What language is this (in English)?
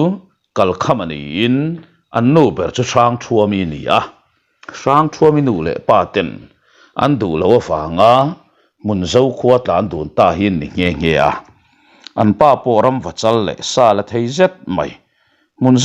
Mizo